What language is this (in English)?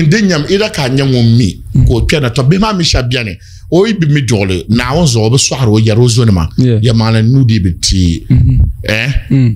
Dagbani